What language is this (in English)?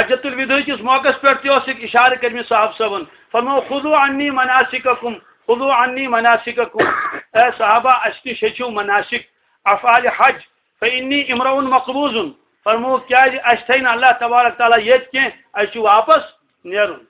Kashmiri